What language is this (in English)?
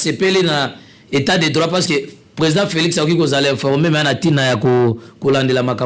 Lingala